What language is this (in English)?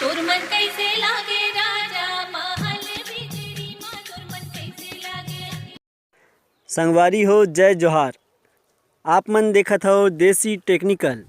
Chhattisgarhi